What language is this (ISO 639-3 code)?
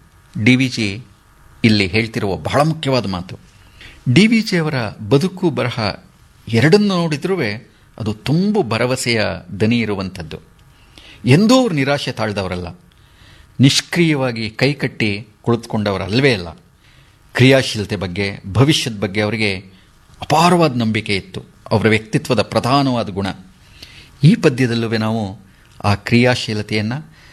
kan